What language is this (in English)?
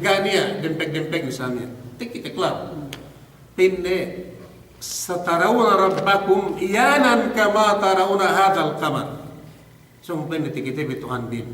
Yakan